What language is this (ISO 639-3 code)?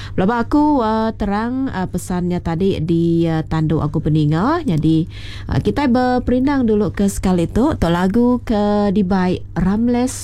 iba